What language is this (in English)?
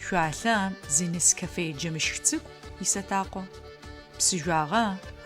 Adyghe